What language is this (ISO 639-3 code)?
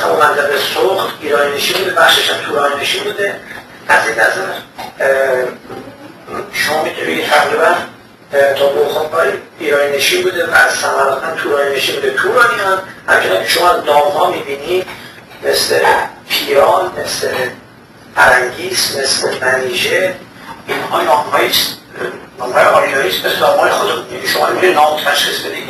fas